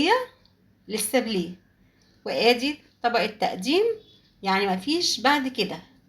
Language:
Egyptian Arabic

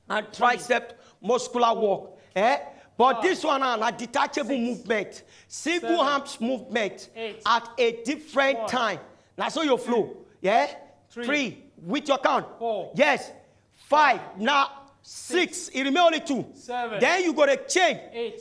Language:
Nigerian Pidgin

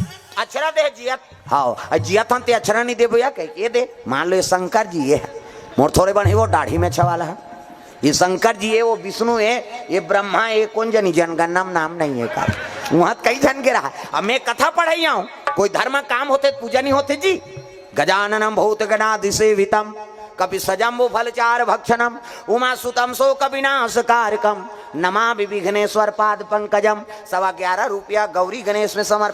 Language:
Chhattisgarhi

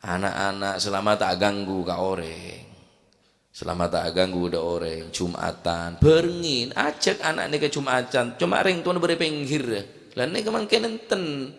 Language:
Madurese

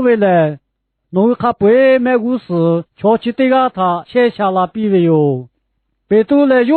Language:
Lahu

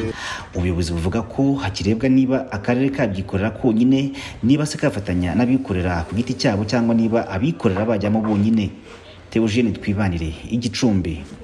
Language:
Kinyarwanda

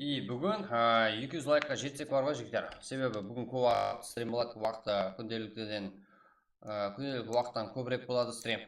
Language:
Kara-Kalpak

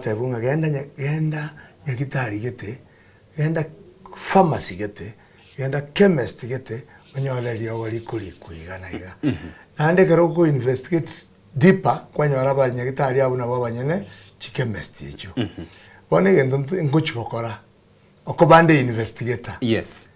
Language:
Gusii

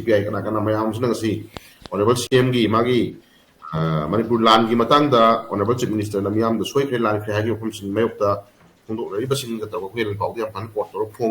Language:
Manipuri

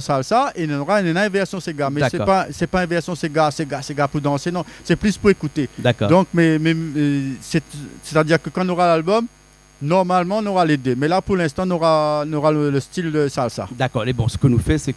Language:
Réunion Creole French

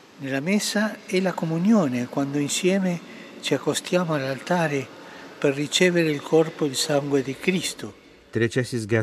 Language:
Lithuanian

